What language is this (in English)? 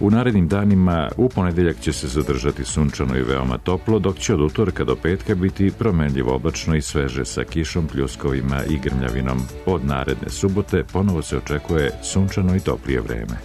Serbian